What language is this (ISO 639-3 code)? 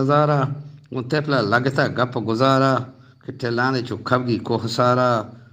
bgp